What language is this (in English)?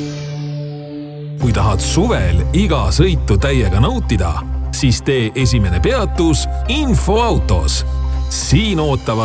Estonian